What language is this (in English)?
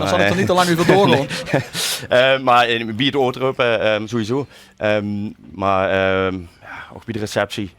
Limburgish